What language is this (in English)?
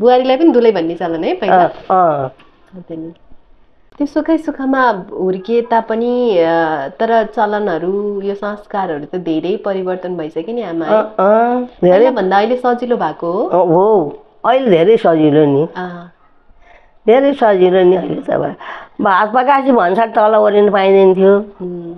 Nepali